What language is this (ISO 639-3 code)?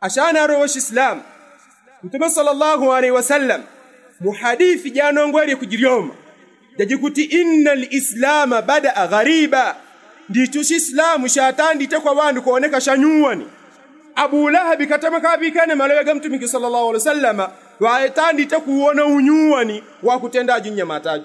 yao